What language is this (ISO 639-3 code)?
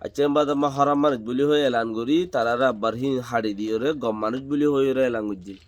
rhg